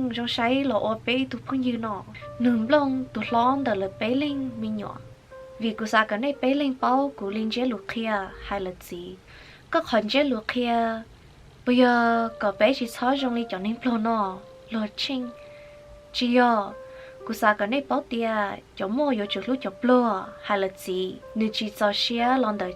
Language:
Hmong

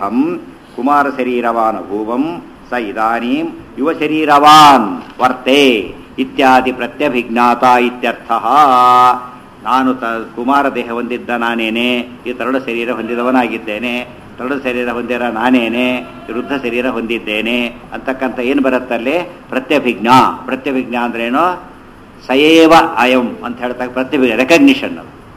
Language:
Kannada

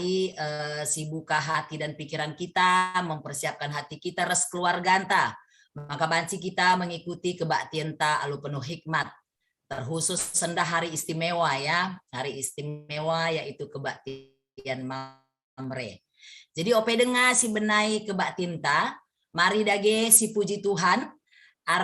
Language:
Batak Karo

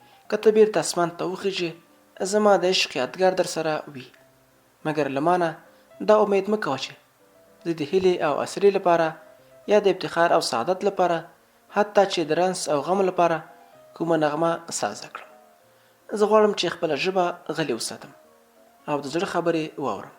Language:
Pashto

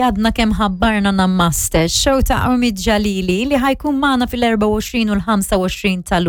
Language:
Maltese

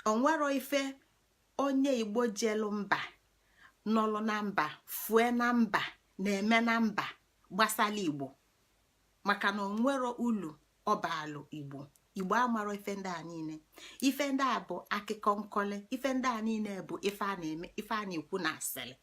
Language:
Igbo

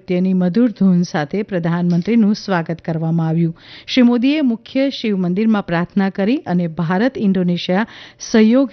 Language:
Gujarati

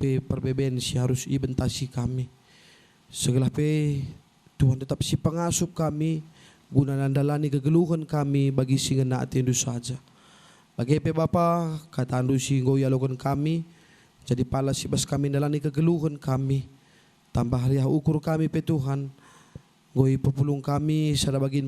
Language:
Batak Karo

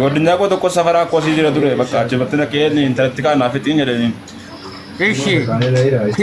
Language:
Oromo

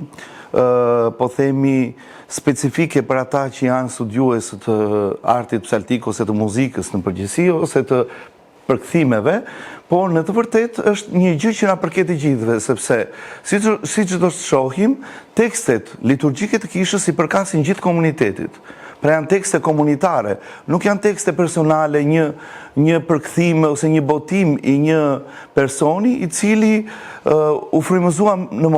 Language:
Albanian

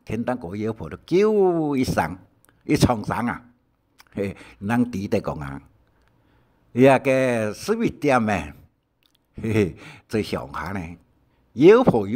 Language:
Hakka Chinese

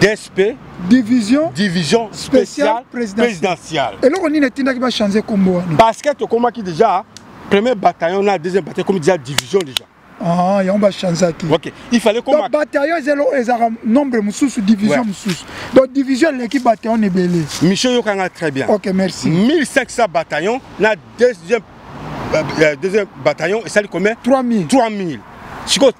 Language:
Lingala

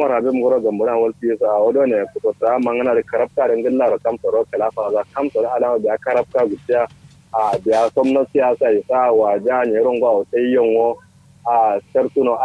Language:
Kanuri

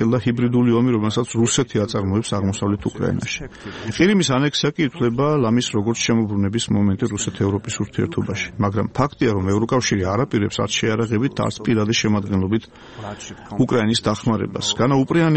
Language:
Georgian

